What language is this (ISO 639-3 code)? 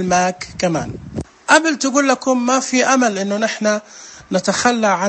ars